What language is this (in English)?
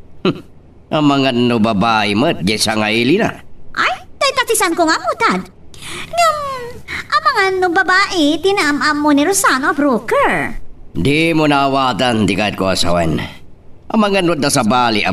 Iloko